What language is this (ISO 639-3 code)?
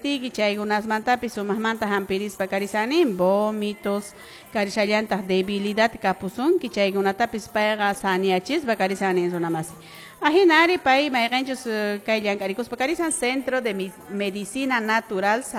que